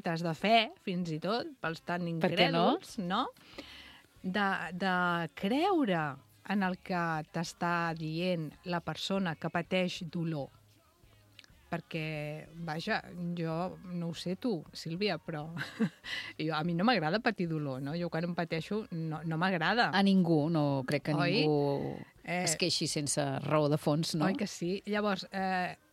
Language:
Catalan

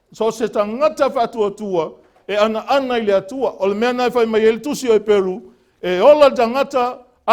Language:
Samoan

